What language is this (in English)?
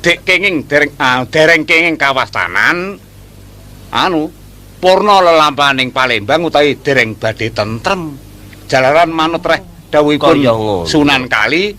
Javanese